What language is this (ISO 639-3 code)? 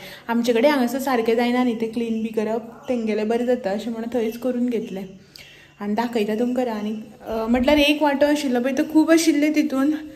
kok